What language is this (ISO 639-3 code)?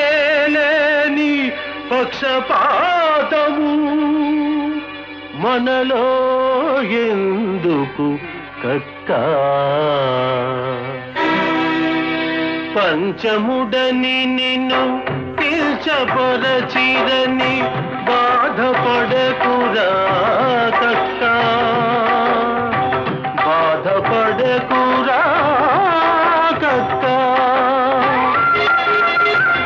tel